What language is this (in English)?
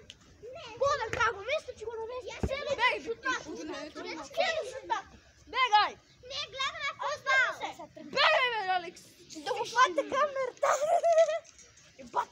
Bulgarian